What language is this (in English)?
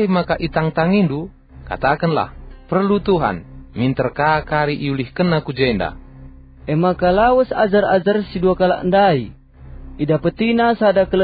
Batak Karo